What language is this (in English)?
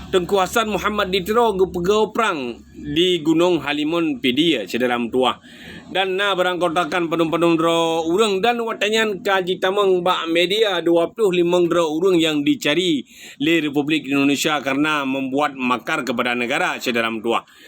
Achinese